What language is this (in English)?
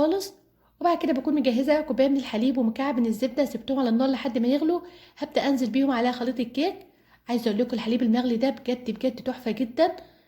Egyptian Arabic